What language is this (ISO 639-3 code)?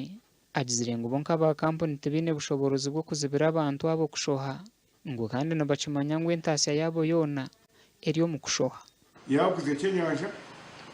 nyn